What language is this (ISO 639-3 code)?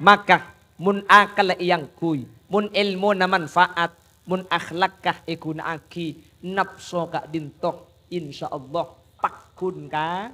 mad